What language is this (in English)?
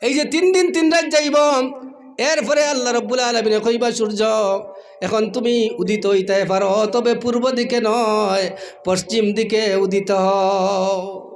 Sylheti